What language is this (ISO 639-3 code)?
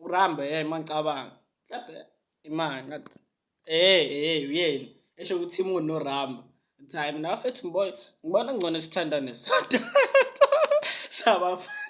zul